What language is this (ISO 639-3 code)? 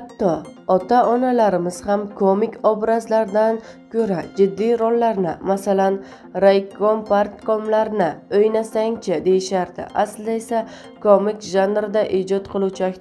uzb